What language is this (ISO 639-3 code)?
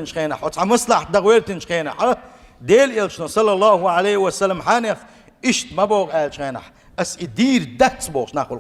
che